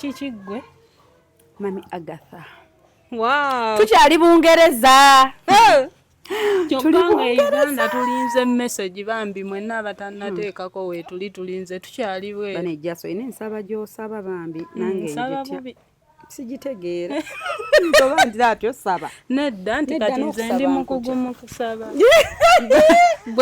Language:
Ganda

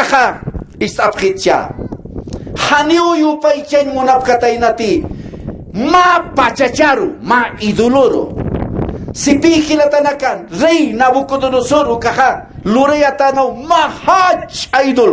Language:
Aymara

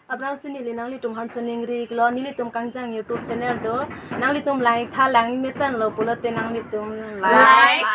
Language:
Karbi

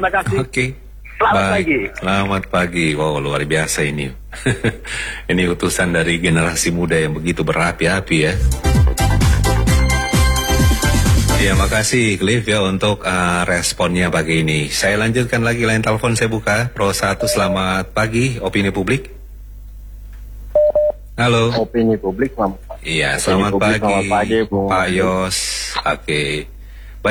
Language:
Indonesian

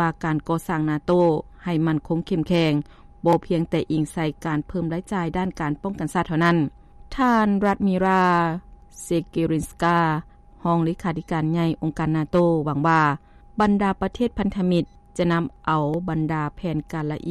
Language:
Lao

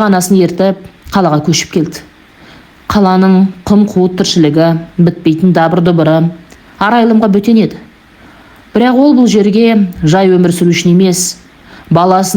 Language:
Kazakh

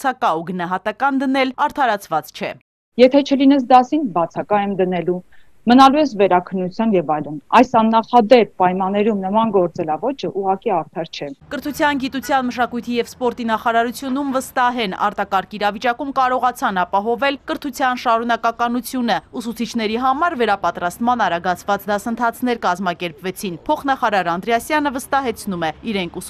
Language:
Armenian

